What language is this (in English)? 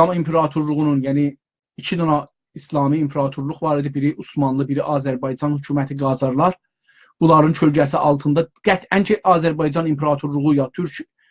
South Azerbaijani